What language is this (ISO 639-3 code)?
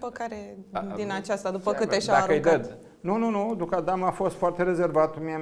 ron